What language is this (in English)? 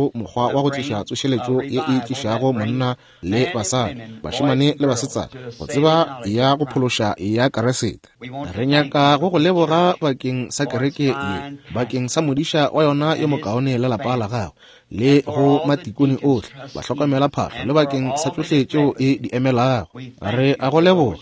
Northern Sotho